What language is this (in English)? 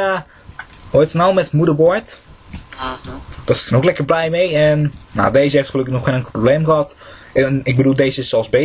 Dutch